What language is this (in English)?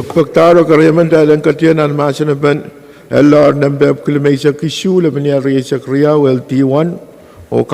Pohnpeian